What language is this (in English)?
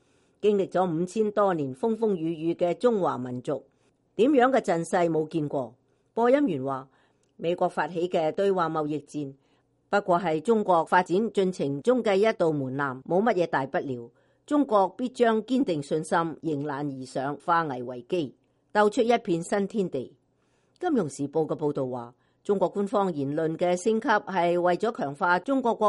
Cantonese